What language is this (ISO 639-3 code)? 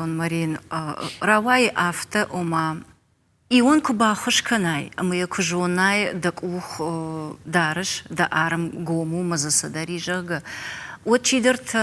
oss